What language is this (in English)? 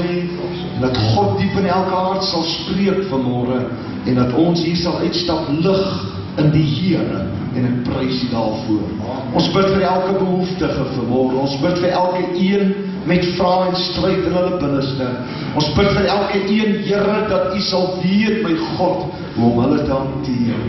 Afrikaans